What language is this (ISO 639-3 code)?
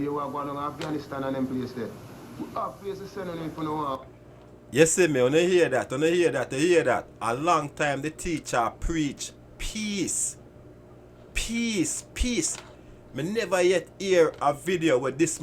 jam